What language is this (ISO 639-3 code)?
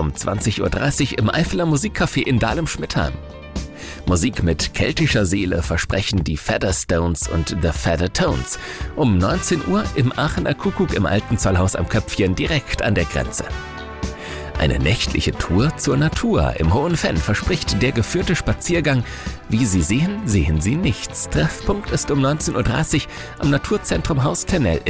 deu